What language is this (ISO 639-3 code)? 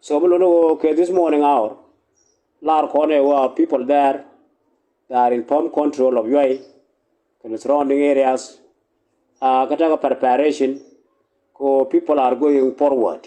nus